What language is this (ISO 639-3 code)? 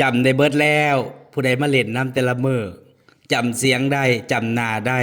tts